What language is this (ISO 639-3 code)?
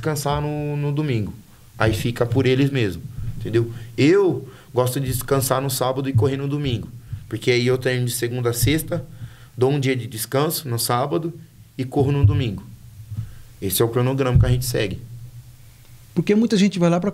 por